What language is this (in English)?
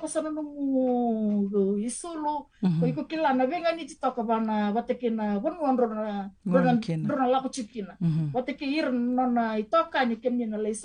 Fijian